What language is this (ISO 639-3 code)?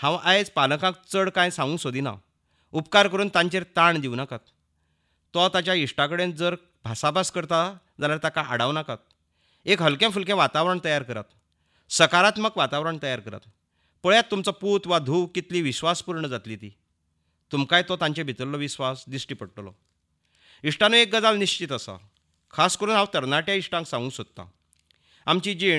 kok